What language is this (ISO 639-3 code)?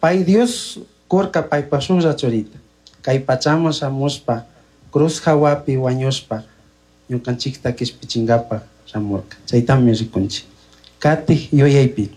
qug